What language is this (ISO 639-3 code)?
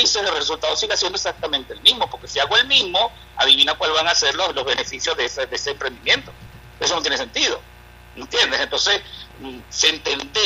spa